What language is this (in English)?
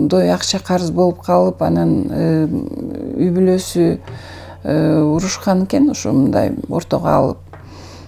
Kyrgyz